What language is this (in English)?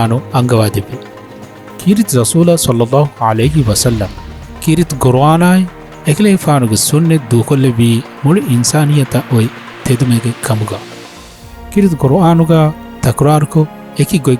Divehi